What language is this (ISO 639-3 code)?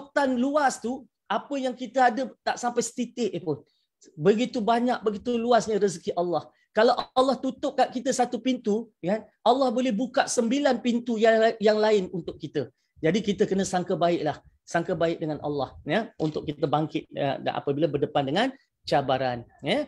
msa